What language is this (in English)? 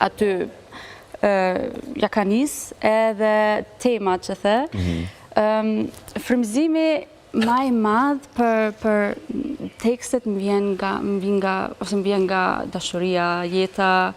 Albanian